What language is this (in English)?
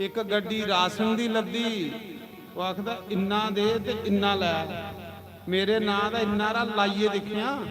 Dogri